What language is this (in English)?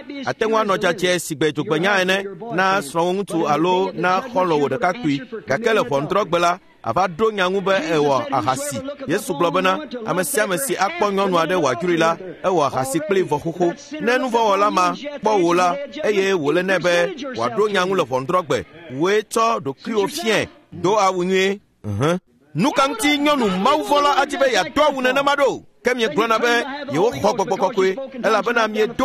Ewe